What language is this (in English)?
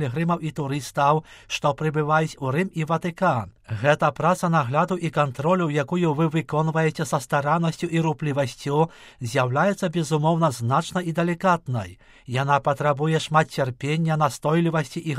Belarusian